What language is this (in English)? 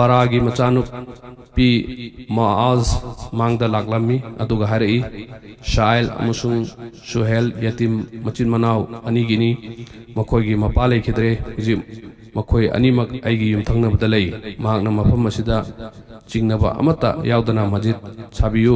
Manipuri